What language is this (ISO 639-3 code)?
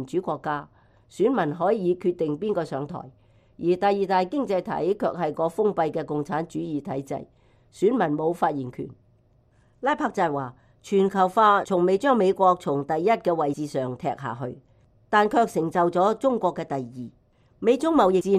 yue